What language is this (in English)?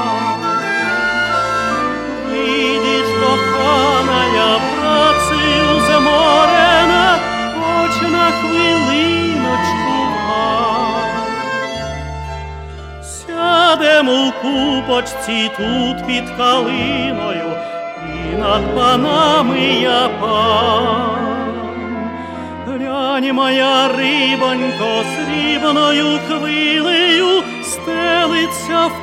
Ukrainian